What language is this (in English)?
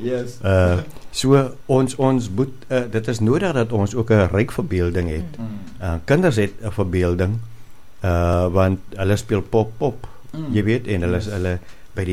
Afrikaans